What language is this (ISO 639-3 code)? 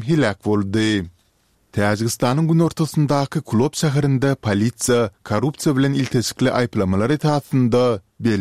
tuk